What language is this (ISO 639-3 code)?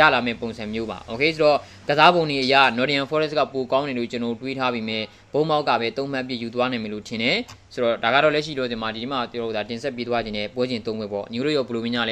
mya